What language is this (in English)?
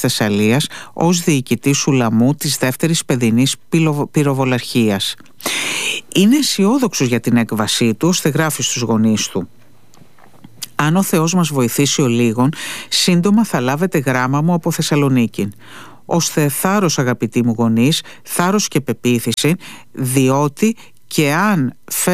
Greek